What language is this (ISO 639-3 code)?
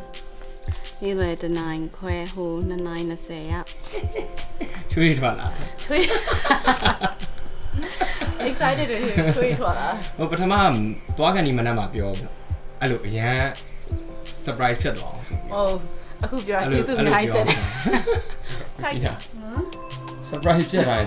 mya